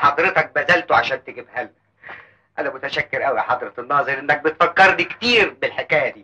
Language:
Egyptian Arabic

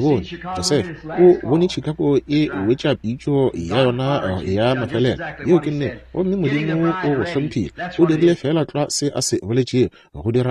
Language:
Northern Sotho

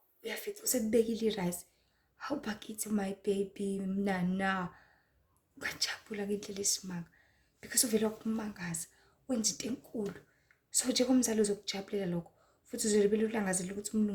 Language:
Zulu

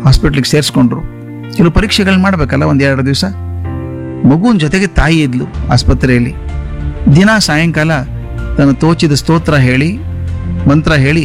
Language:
Kannada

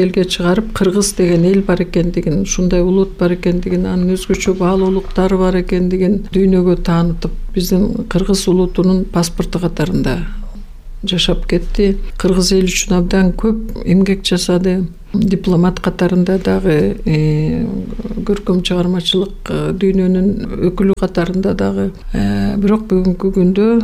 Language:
Kyrgyz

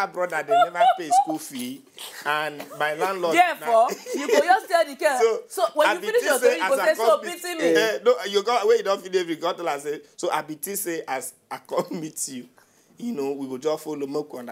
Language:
Nigerian Pidgin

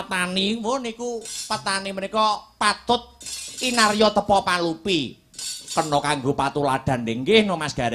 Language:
Javanese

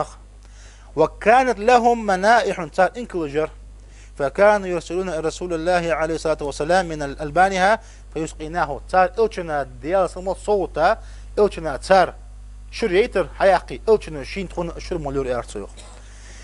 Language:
Ingush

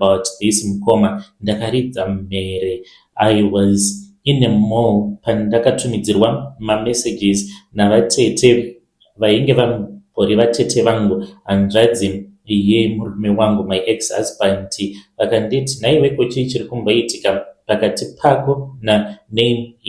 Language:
Shona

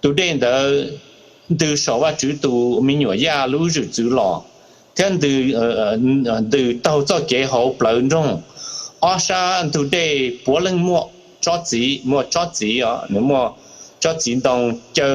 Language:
Hmong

